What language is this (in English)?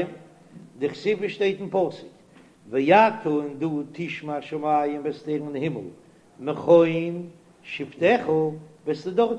Yiddish